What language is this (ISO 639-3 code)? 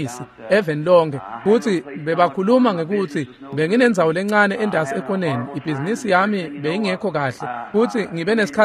ssw